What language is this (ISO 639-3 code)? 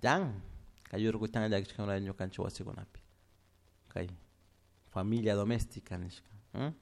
qug